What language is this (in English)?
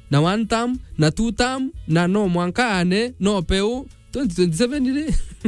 Meru